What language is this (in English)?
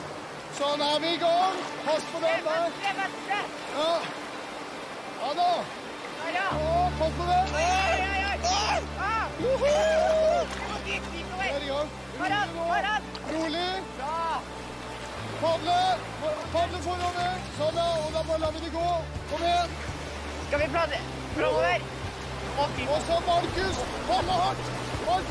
Norwegian